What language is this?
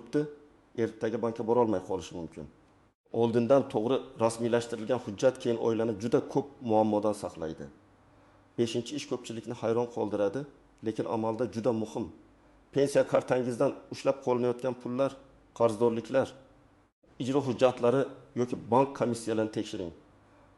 Uzbek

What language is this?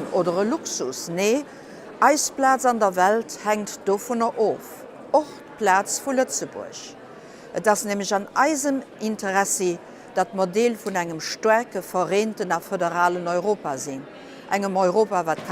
Luxembourgish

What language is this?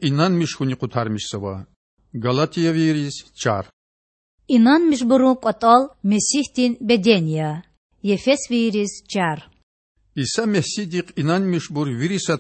Lezghian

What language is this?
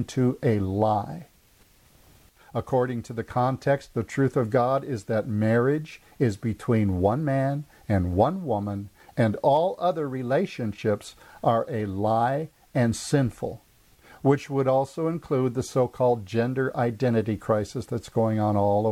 English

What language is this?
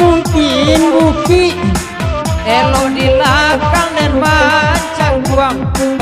Minangkabau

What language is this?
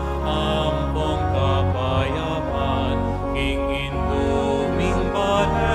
Pampanga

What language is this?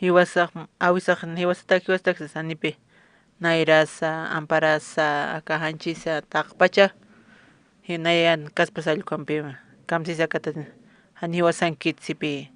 Aymara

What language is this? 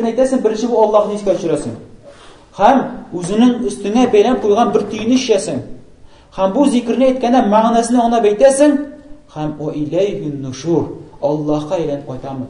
Tatar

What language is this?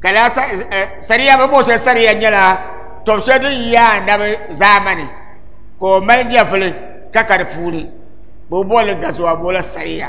Dagbani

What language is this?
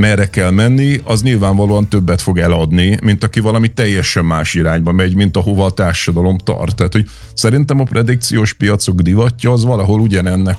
Hungarian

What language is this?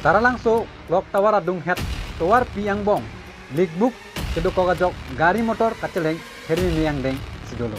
Karbi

